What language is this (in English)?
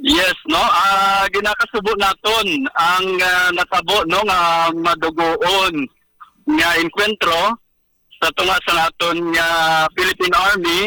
Hiligaynon